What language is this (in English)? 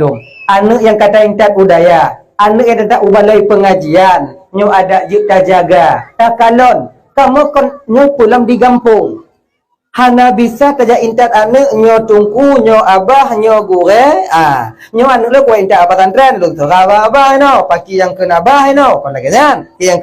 Achinese